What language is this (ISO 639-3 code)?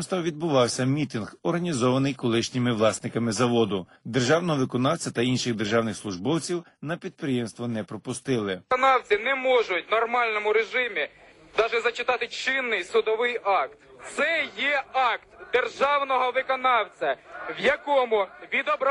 ukr